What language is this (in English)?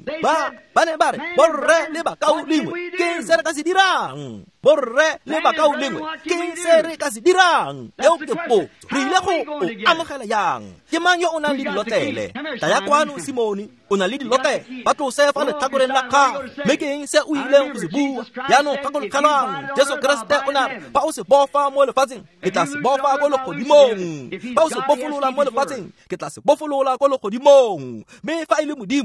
Tswana